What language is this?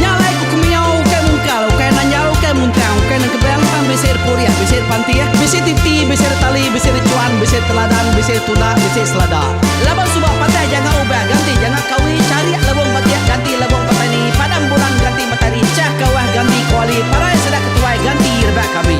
Iban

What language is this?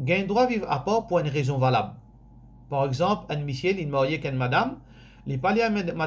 Morisyen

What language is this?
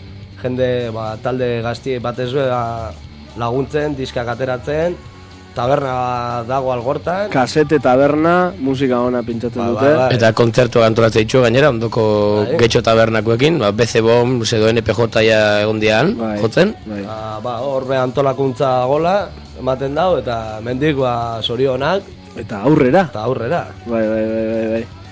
Basque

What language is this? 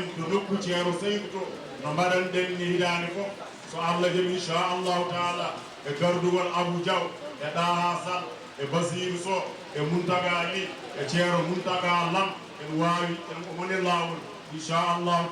Fula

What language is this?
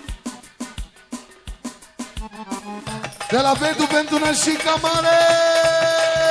Romanian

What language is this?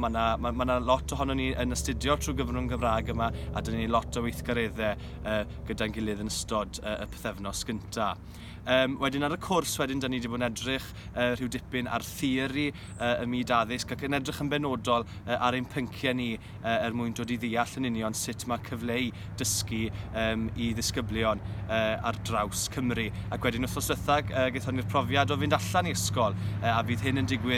Welsh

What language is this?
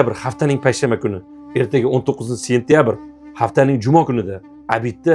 Uzbek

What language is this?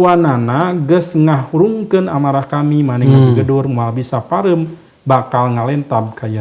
Sundanese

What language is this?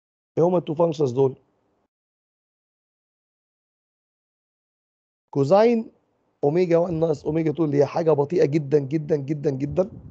Egyptian Arabic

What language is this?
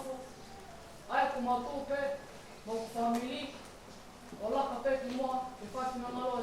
Tongan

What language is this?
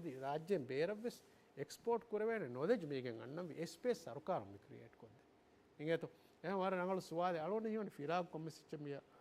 Divehi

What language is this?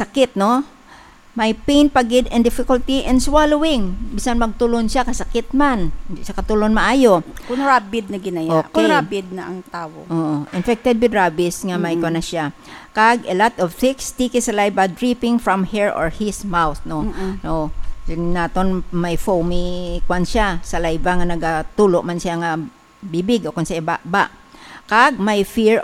Hiligaynon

